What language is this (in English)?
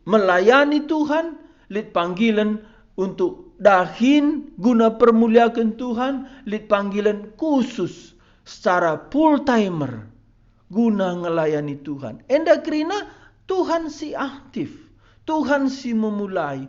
Batak Karo